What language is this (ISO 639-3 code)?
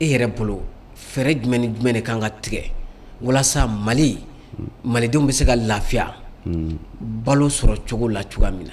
bam